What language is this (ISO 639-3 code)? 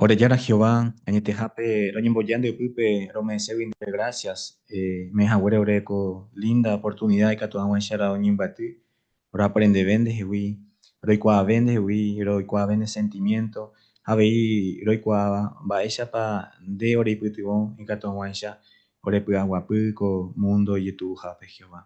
grn